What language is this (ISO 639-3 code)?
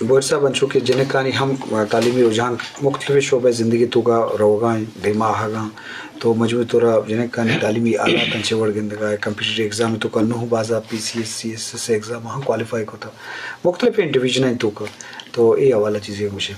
bgp